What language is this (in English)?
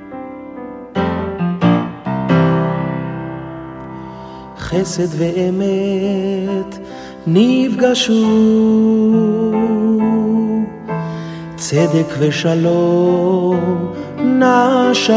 Hebrew